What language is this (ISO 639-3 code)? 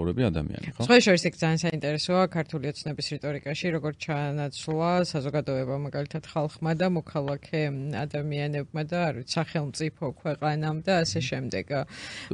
kat